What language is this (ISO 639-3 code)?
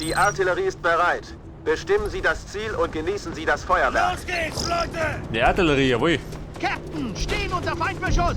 bar